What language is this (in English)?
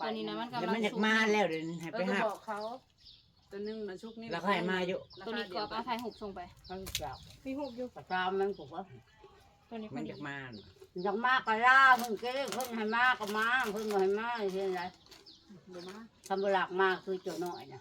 Northeastern Thai